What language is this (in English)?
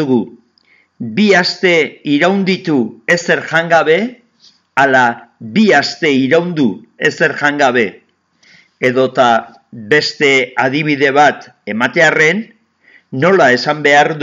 Basque